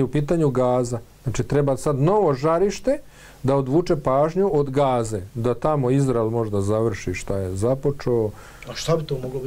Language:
Bosnian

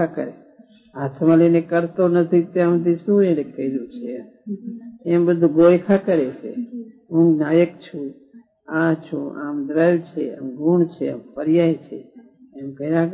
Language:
Gujarati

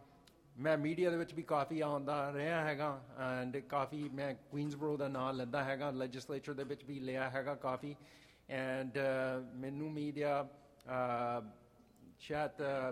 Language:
Punjabi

